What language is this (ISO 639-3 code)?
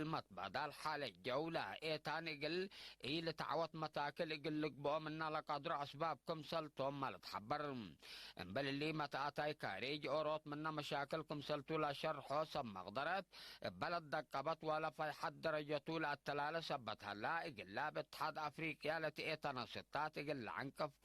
tig